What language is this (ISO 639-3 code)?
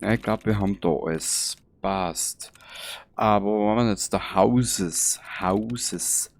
bar